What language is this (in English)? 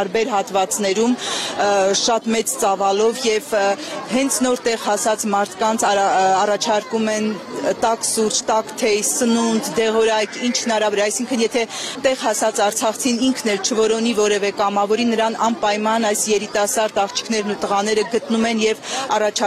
Armenian